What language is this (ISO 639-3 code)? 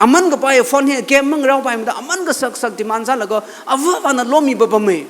nmf